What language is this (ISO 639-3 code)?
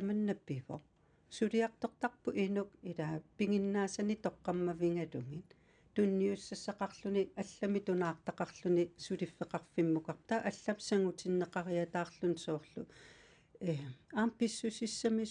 kal